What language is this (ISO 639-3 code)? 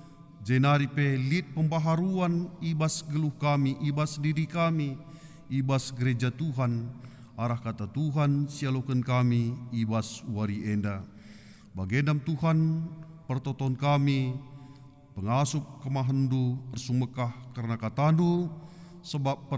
btx